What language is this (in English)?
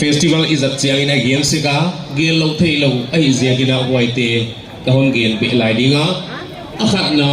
Paite Chin